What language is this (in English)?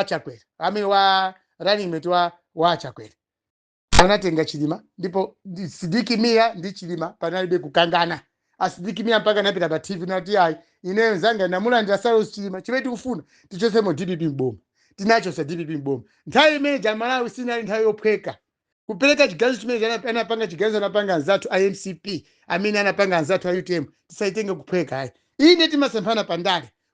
Nyanja